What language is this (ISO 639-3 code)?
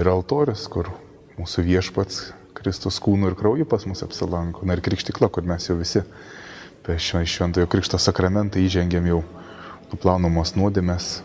lit